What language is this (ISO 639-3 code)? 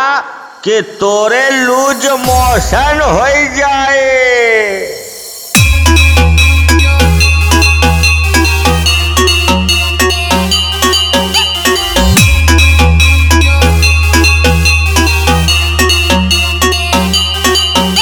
bho